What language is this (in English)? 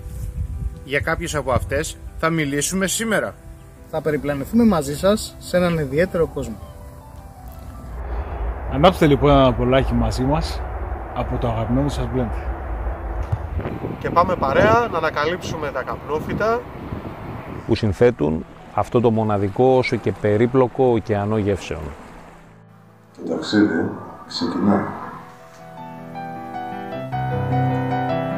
Greek